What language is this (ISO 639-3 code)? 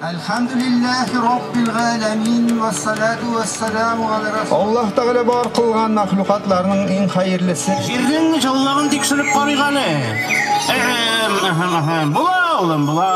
tat